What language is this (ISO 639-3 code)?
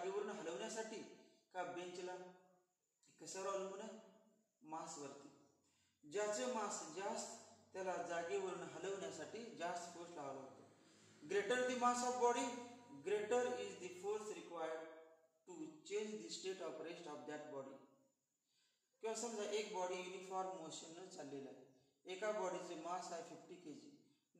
mar